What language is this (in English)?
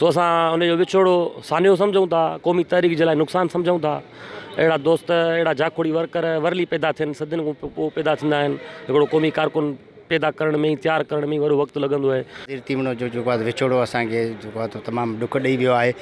Sindhi